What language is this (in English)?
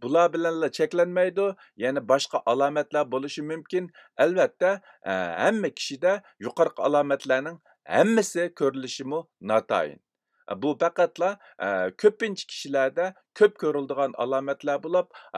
Uyghur